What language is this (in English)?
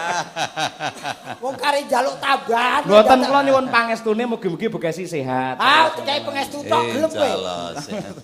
Javanese